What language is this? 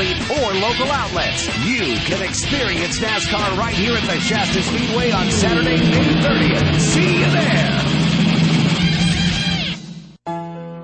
English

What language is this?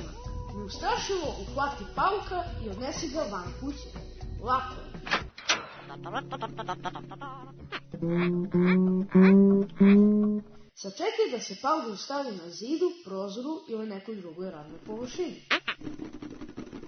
Serbian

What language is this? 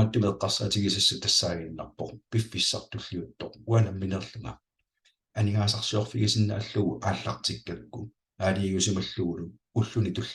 Kalaallisut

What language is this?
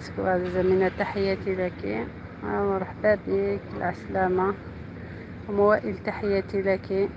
Algerian Arabic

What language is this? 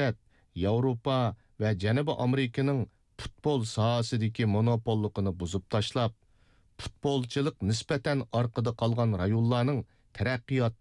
Uyghur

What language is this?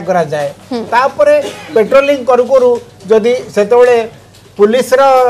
Odia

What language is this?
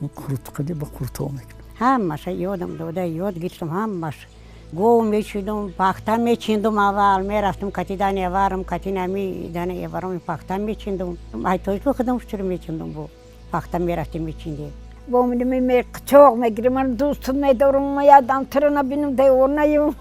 Tajik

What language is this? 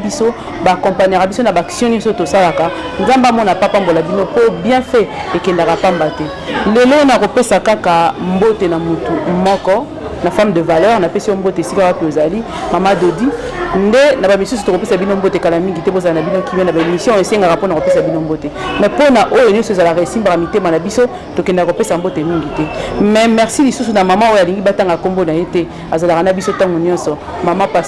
Lingala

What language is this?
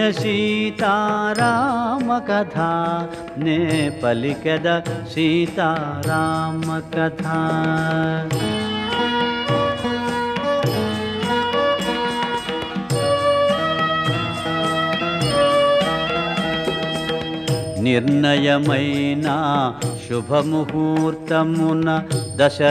Telugu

